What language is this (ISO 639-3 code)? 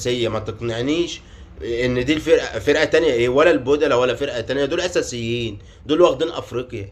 arz